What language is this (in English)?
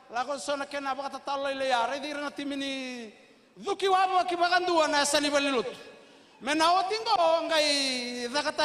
Fijian